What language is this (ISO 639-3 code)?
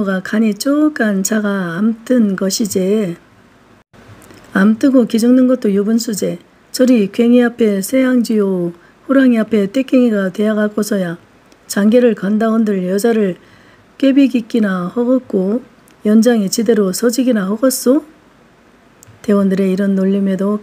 kor